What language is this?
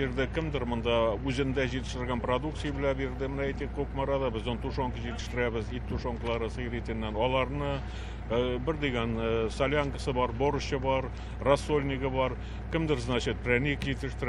Tatar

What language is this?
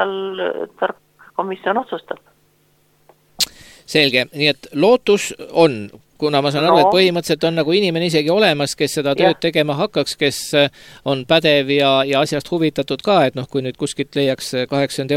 Estonian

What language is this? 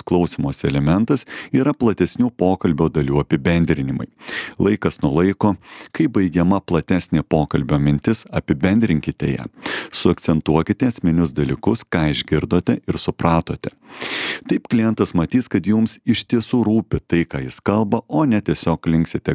Lithuanian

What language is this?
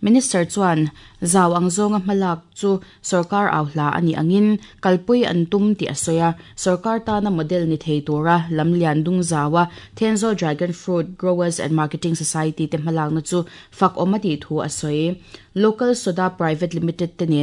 Mizo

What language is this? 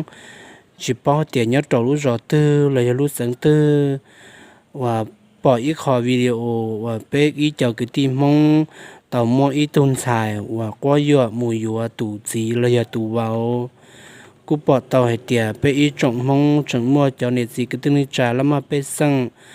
Hmong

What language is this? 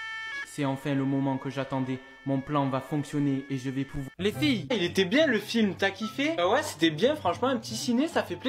French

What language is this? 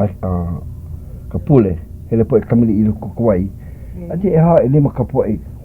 Hawaiian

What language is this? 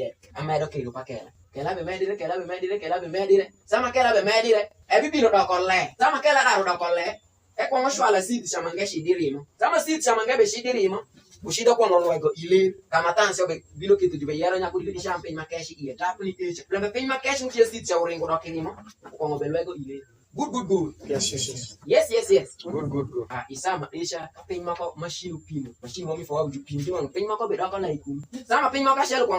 Alur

